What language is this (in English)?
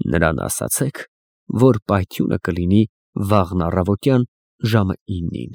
Armenian